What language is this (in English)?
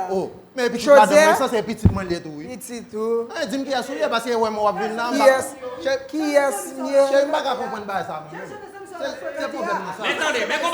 Haitian Creole